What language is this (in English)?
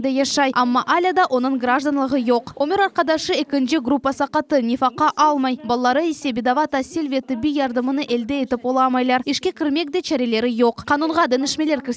Crimean Tatar